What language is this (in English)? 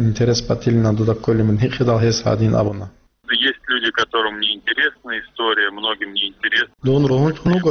Avaric